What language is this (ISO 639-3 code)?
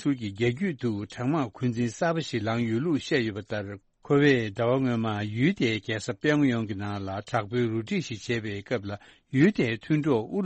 bod